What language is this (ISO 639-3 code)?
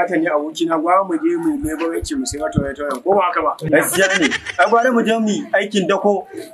hau